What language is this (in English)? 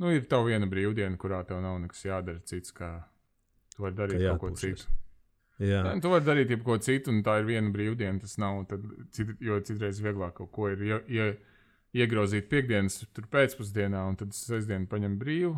Latvian